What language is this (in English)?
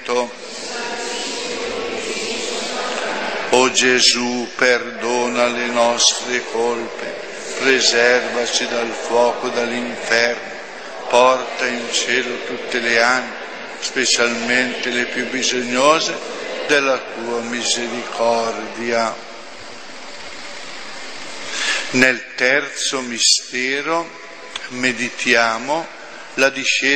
Italian